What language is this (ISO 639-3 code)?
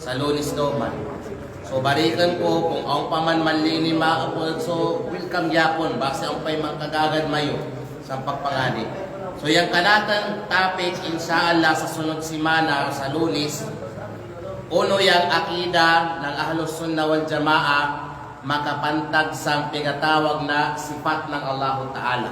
kqe